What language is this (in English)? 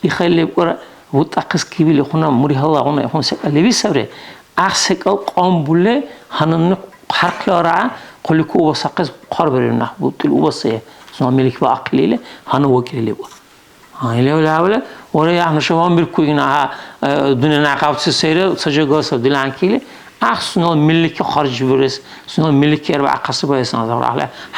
Dargwa